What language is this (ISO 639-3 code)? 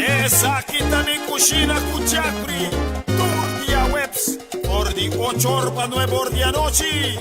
pap